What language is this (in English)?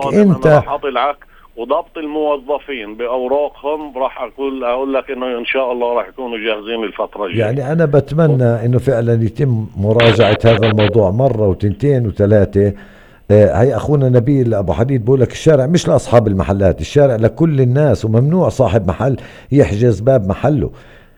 North Levantine Arabic